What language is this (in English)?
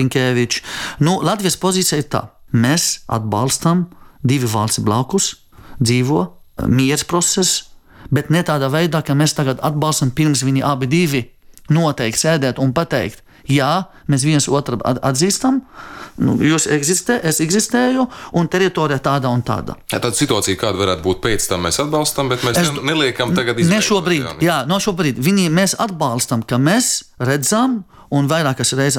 Latvian